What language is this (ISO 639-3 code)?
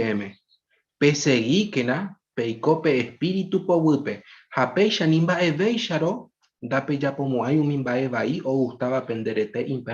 grn